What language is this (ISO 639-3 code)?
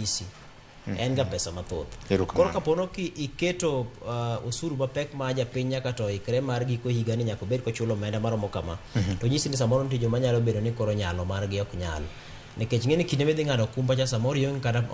luo